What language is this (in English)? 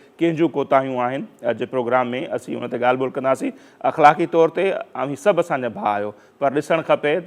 Sindhi